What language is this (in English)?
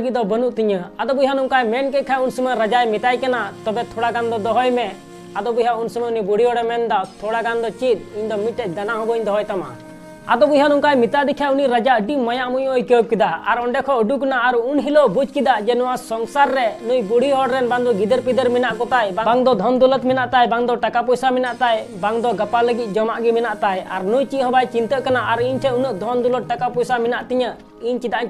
Santali